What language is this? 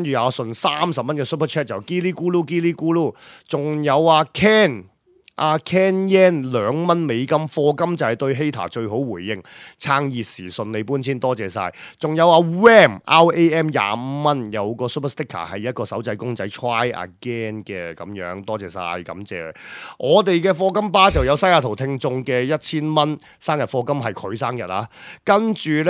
Cantonese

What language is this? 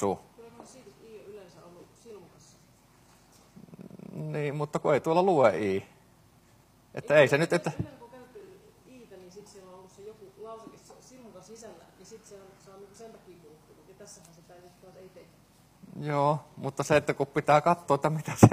Finnish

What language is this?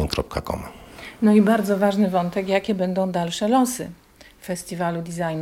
Polish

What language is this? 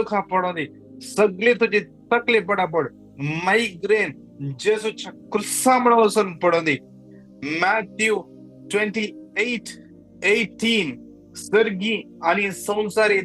Konkani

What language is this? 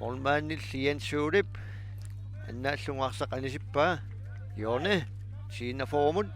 Kalaallisut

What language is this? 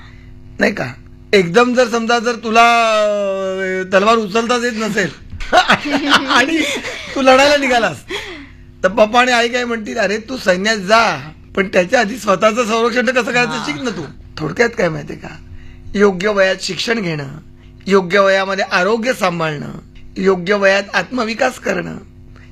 Marathi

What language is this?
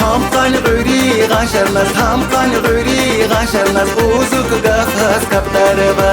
Tabassaran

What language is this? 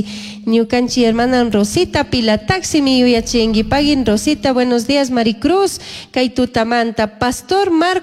Chimborazo Highland Quichua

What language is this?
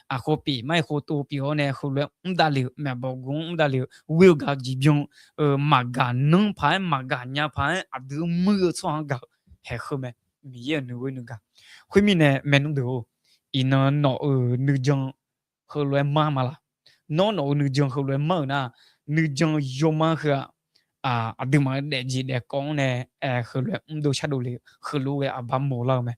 Akha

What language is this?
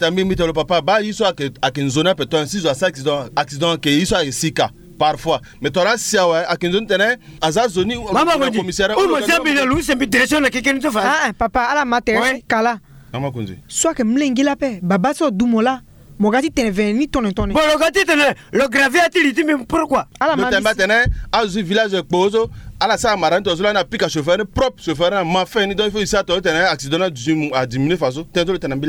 Sango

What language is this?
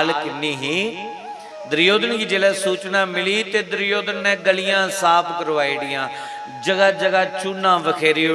Dogri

